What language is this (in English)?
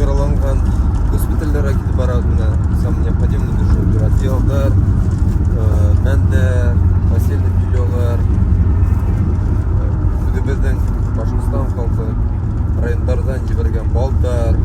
Bashkir